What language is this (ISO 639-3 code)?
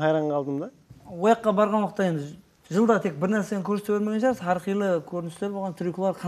kaa